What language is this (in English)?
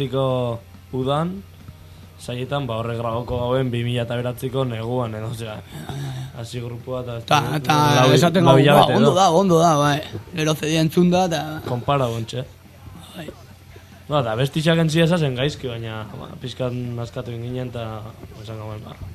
Basque